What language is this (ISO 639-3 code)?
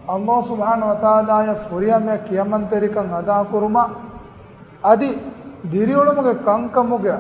div